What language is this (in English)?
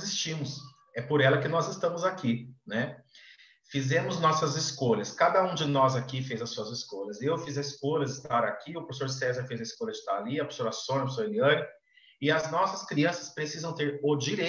Portuguese